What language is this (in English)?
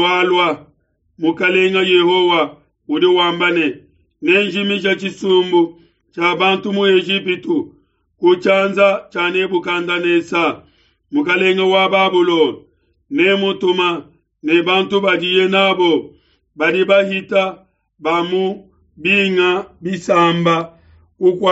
Luba-Lulua